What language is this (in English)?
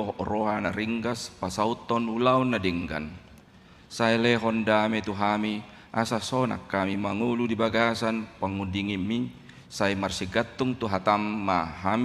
Batak Toba